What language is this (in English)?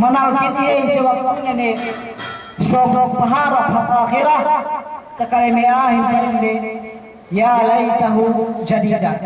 Yakan